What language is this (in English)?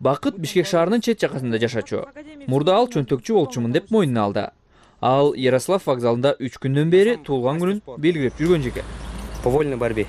Kyrgyz